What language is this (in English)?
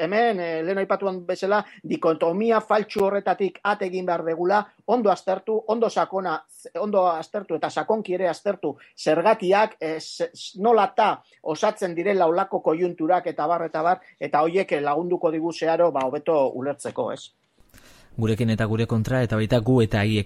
Basque